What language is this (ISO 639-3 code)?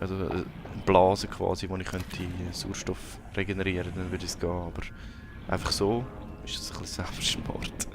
gsw